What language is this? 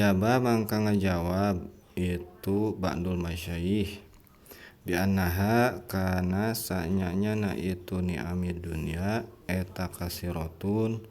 Sundanese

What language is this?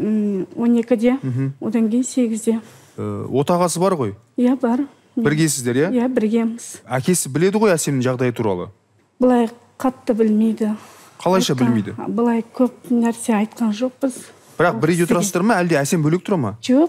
Kazakh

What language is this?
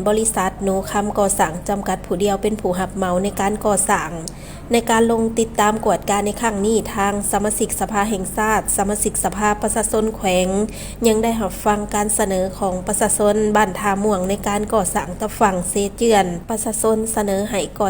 Lao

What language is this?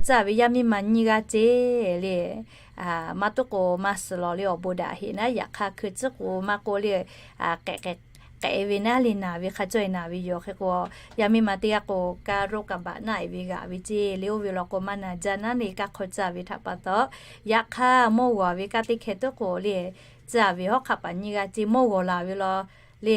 Lahu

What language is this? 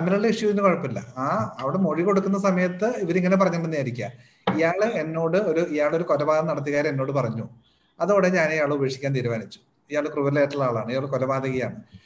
Malayalam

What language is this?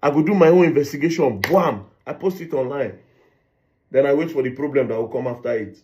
Nigerian Pidgin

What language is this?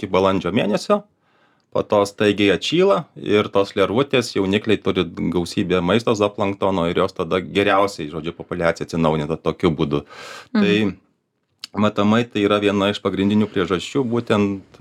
Lithuanian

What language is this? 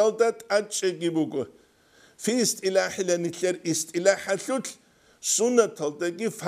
Avaric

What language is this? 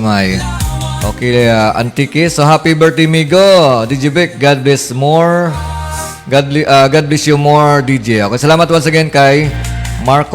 Hiligaynon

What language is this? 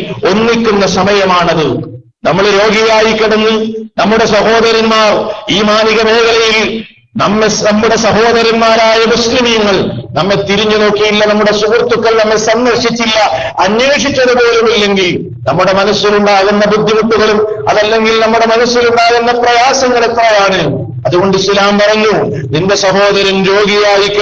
Malayalam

